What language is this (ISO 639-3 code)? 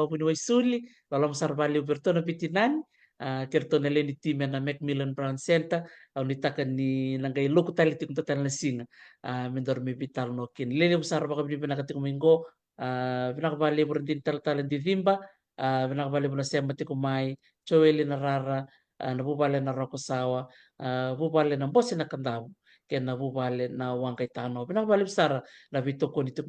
fij